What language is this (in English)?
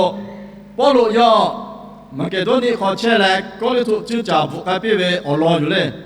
Lahu